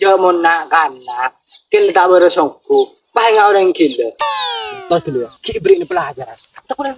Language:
Madurese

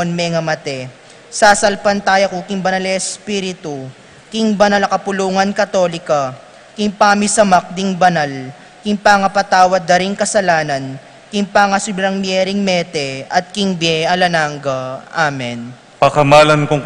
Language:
Pampanga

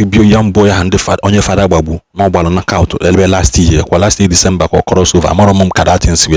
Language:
Igbo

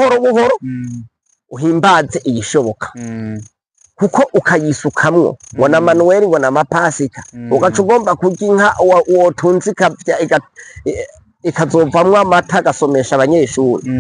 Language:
Rundi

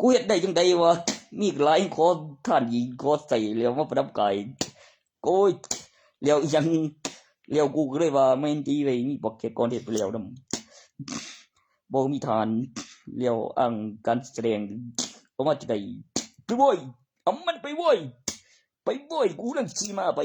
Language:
Northeastern Thai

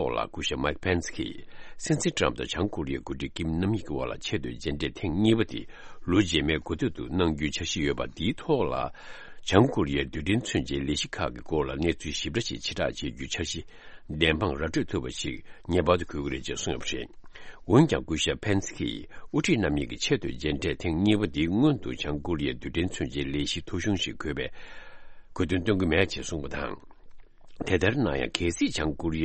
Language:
Tibetan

